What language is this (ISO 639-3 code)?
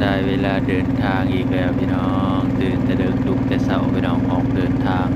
lao